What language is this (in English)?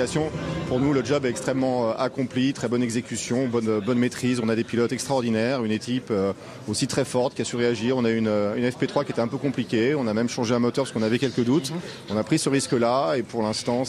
French